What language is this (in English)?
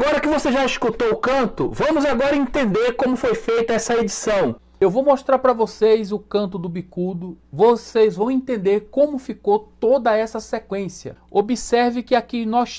Portuguese